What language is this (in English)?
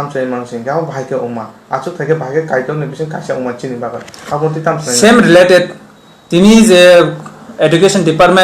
Kok Borok